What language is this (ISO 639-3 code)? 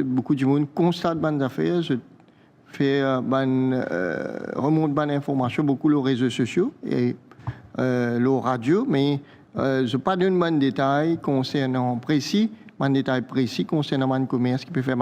mfe